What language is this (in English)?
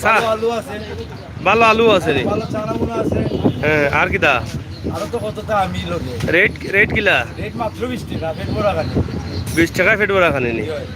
Sylheti